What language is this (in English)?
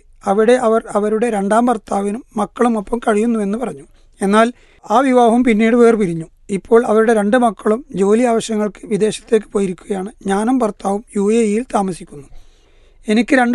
Malayalam